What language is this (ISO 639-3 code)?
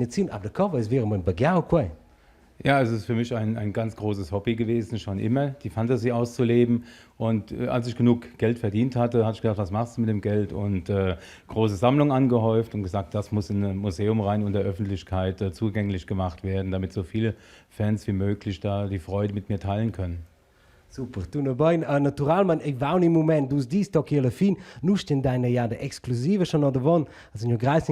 roh